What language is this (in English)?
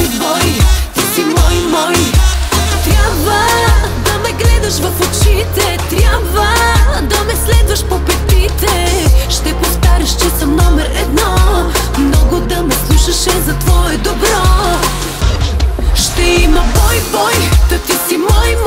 Bulgarian